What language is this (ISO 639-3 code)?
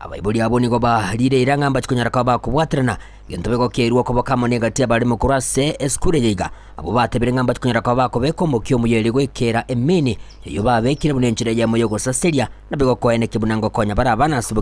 guz